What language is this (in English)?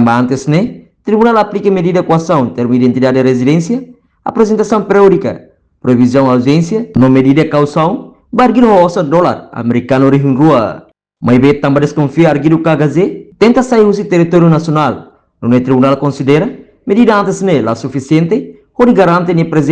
Tetum